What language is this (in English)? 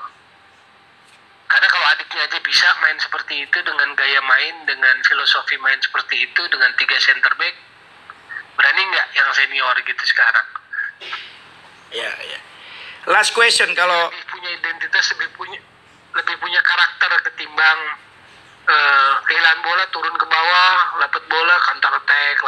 Indonesian